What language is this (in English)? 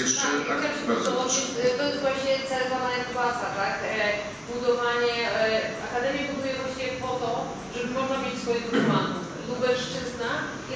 Polish